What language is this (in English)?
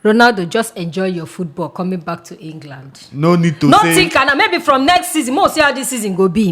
Nigerian Pidgin